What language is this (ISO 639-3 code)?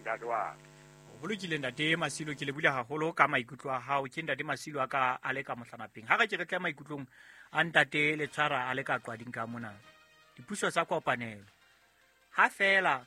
sot